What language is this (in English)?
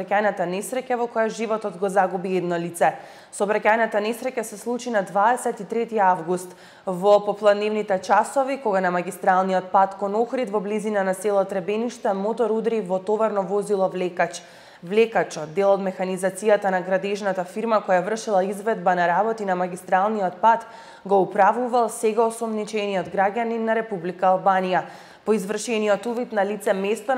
Macedonian